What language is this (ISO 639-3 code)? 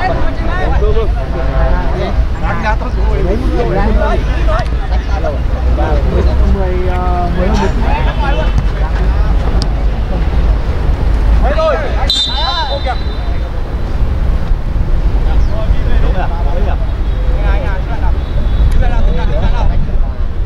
vie